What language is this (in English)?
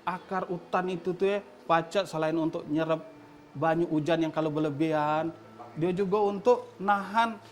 Musi